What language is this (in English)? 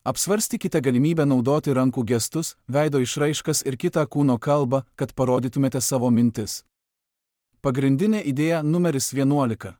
Lithuanian